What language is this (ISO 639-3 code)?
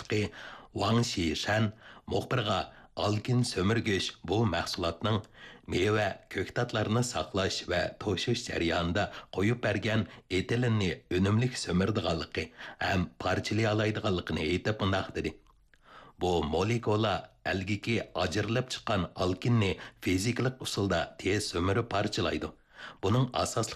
uig